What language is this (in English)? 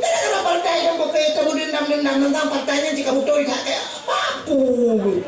Achinese